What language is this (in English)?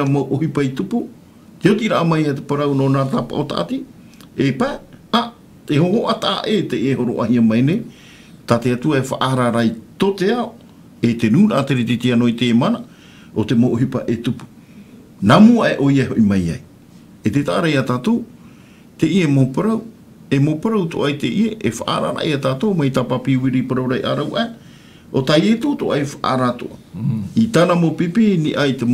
Tahitian